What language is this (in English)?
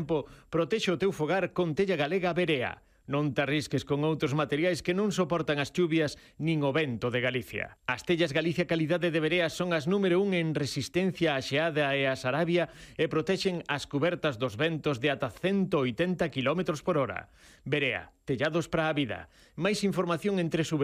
Galician